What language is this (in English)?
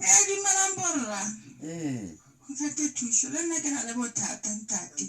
Southern Sotho